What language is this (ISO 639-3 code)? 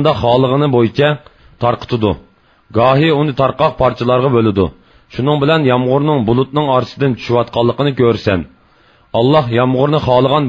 uig